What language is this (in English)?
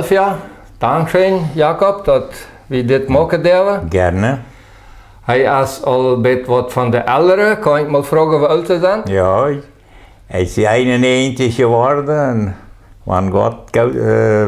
Plautdietsch